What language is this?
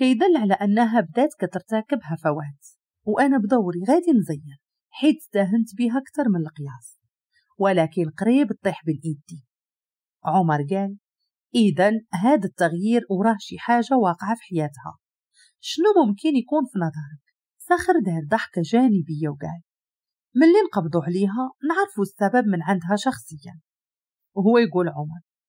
Moroccan Arabic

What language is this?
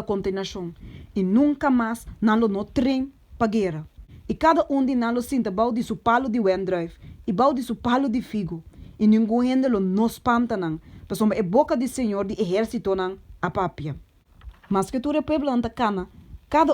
Papiamento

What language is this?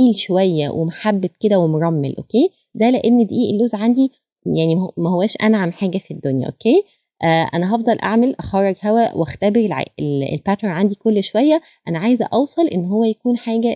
Egyptian Arabic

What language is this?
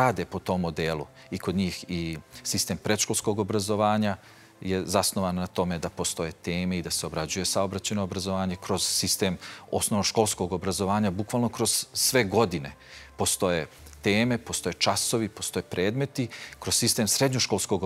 Serbian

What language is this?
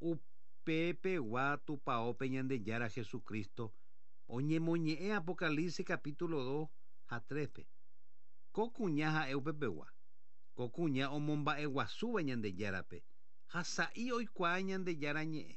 Guarani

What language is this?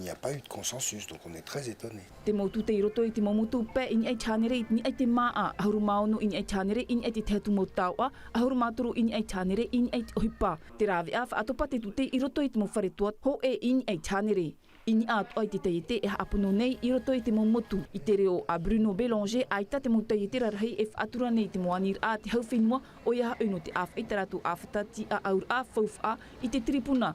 Tahitian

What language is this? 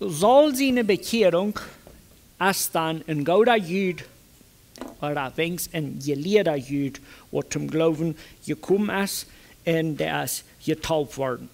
Plautdietsch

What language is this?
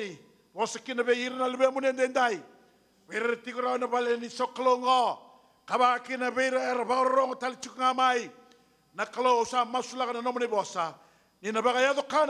Fijian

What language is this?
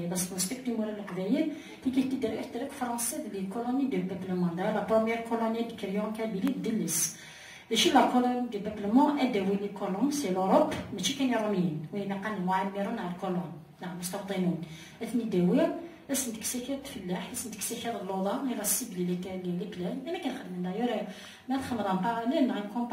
Kabyle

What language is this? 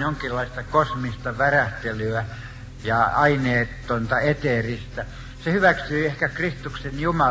Finnish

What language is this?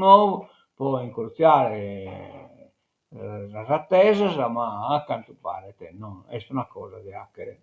Sardinian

